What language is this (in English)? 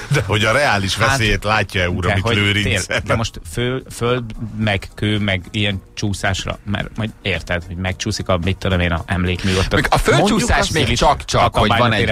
Hungarian